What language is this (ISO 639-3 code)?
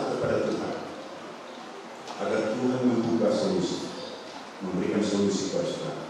ind